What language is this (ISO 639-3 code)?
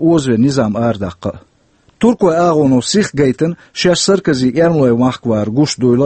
che